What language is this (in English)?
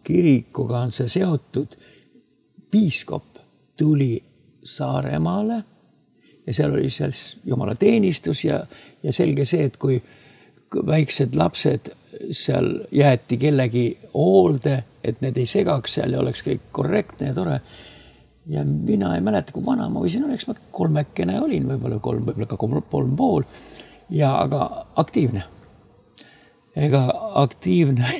Estonian